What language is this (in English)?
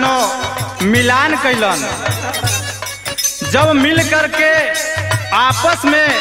Bhojpuri